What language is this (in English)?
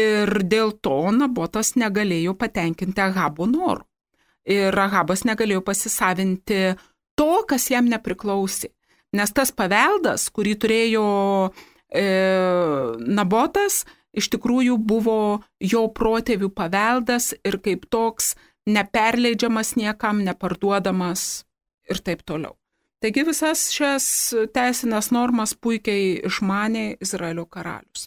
Lithuanian